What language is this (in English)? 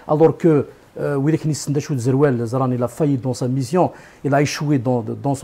Kabyle